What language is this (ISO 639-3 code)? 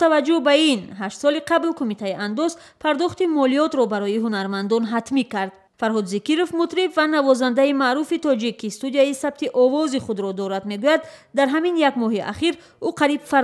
tgk